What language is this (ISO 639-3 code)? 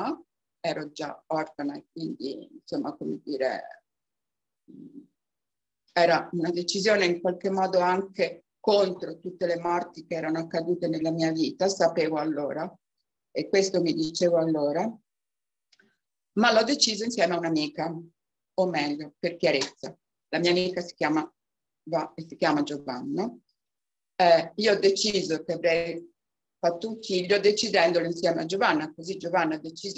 ita